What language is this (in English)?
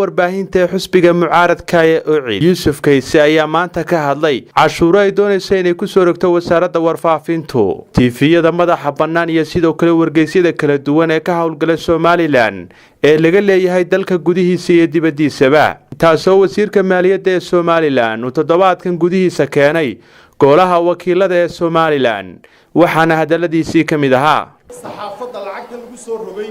Somali